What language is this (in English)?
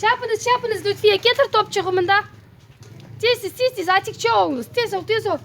Crimean Tatar